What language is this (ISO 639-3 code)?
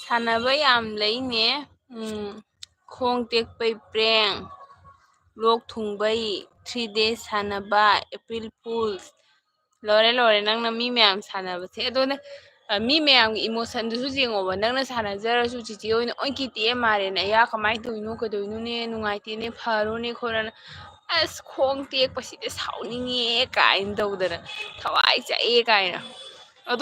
mni